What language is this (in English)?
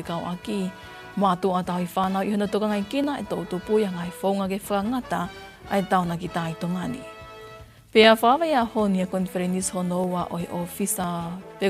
Tongan